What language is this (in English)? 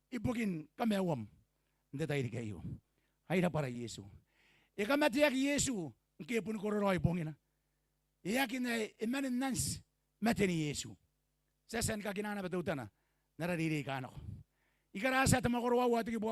Gilbertese